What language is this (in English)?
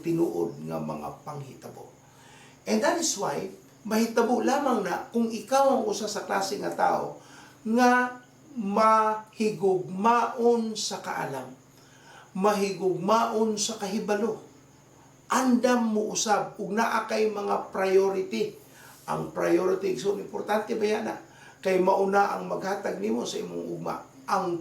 Cebuano